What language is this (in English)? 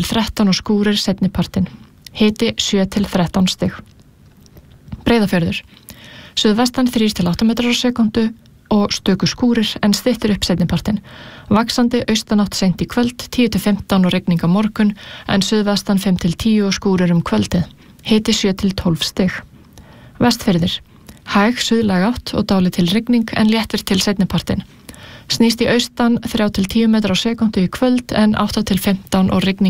Icelandic